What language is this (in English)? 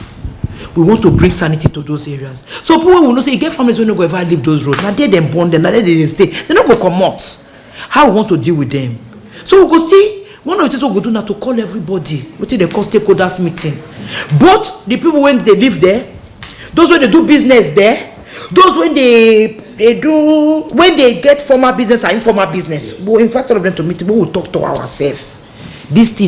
Nigerian Pidgin